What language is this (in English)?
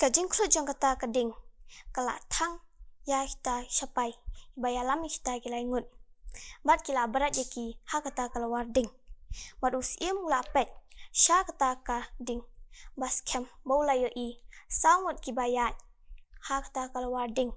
Khasi